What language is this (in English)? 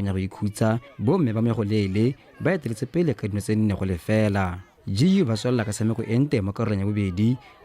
Tswana